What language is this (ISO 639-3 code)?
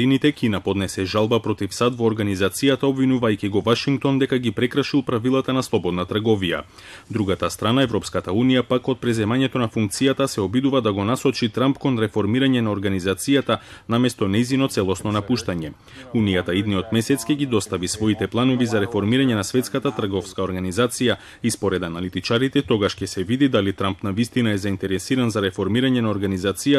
mkd